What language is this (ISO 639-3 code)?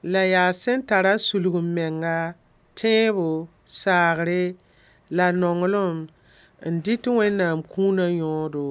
mos